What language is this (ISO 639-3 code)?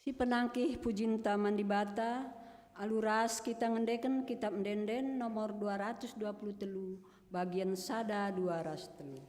btx